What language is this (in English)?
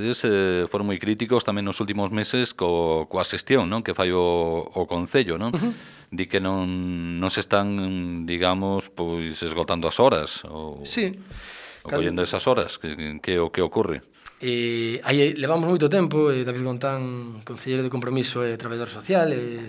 Galician